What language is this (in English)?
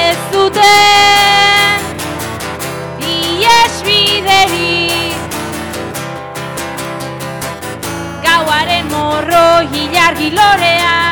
Basque